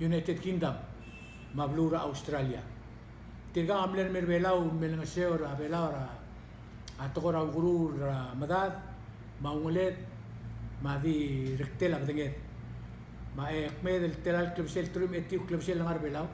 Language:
Palauan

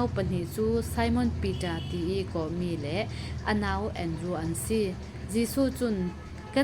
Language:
Falam Chin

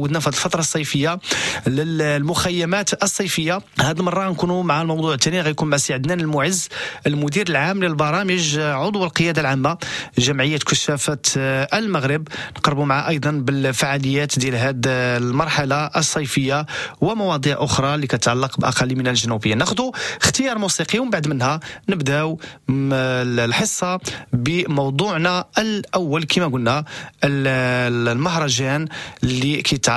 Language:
Moroccan Arabic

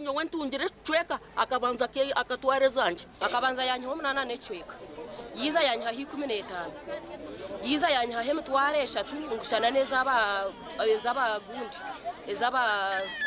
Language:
Nyankole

